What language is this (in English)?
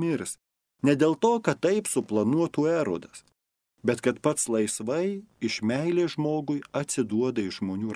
Lithuanian